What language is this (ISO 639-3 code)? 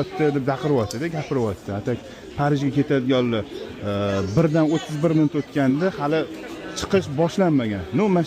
uzb